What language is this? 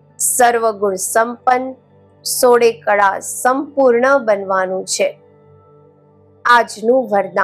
Gujarati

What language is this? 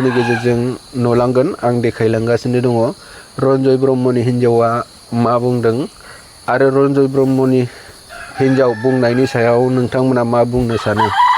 Bodo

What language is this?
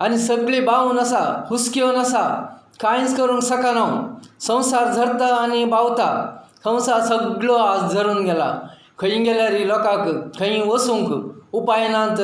Konkani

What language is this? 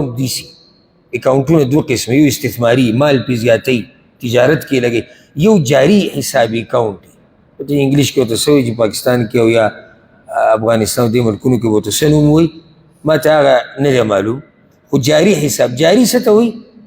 Pashto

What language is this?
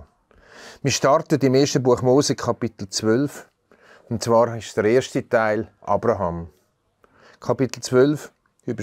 Swiss German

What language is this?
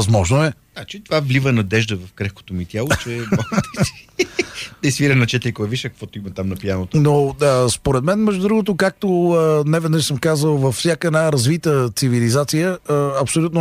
Bulgarian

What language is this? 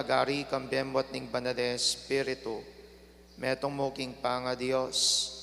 Pampanga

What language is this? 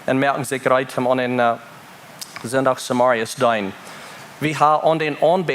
Plautdietsch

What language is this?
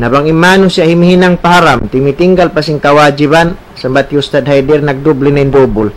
Tausug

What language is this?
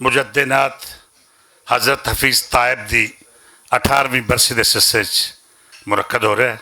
Western Panjabi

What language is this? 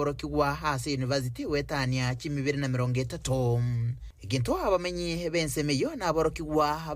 Gusii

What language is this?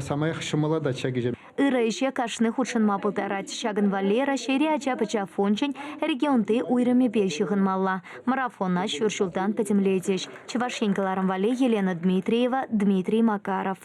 Chuvash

